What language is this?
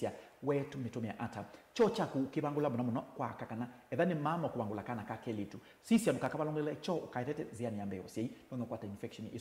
Kamba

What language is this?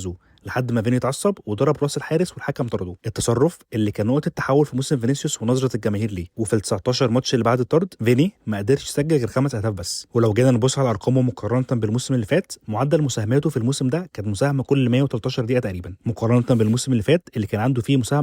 Egyptian Arabic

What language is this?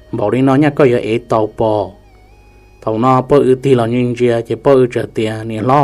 Hmong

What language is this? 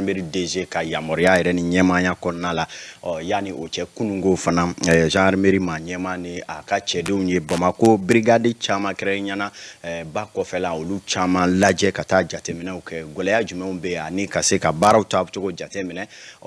Bambara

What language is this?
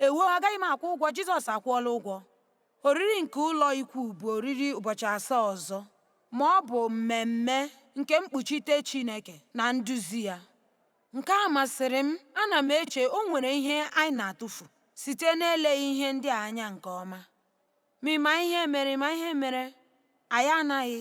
Igbo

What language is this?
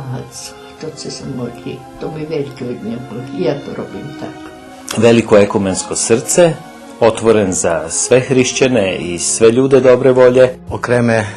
Rusyn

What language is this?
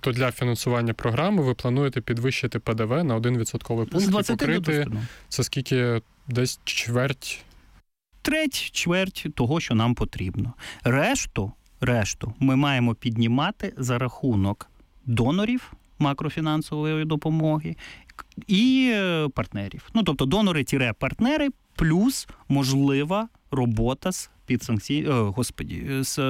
Ukrainian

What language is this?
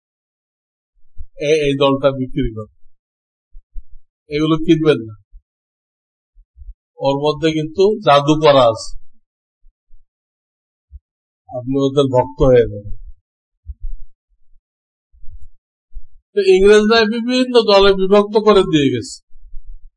Bangla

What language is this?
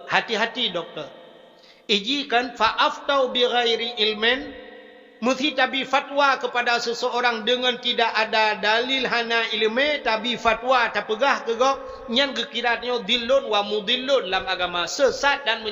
Achinese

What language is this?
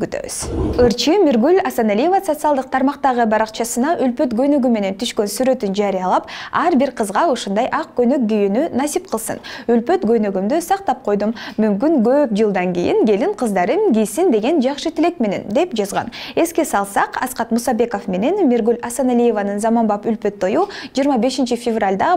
Kyrgyz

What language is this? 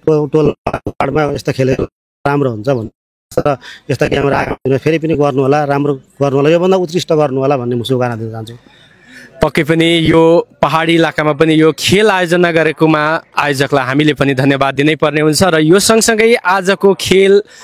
Nepali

